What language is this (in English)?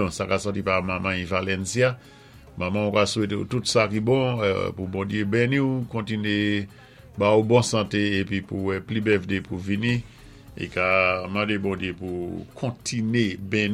Saint Lucian Creole French